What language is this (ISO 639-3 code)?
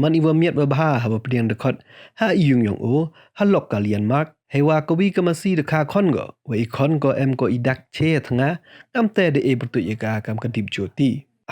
pbv